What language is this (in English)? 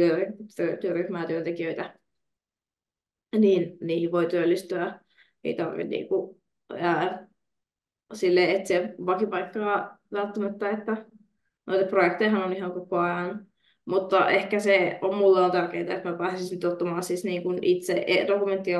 Finnish